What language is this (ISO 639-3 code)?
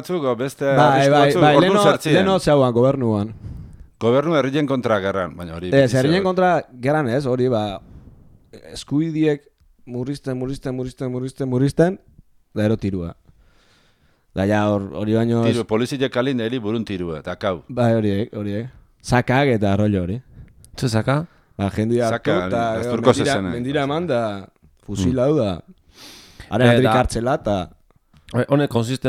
eus